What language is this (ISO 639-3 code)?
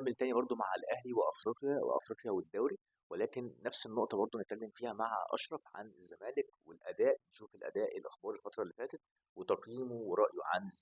arz